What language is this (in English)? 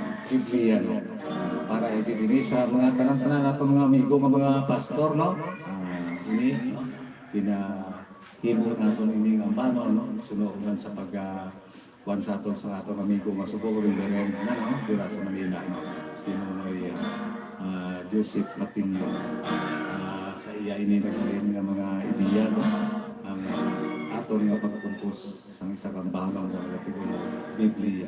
Hiligaynon